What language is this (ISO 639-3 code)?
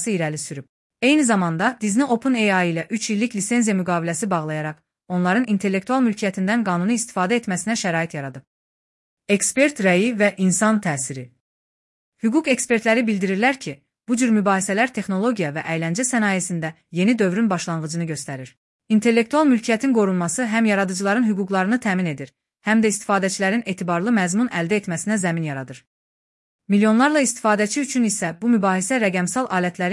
aze